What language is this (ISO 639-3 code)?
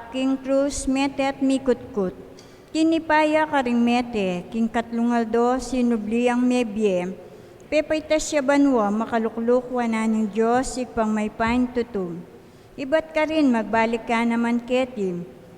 pam